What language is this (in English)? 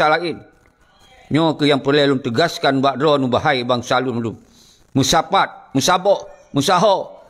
Achinese